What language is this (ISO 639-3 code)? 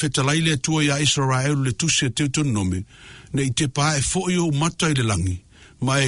smo